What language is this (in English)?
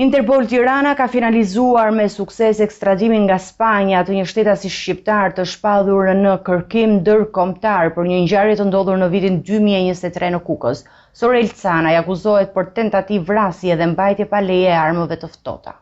Albanian